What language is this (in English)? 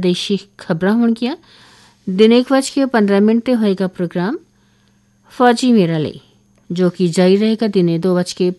Punjabi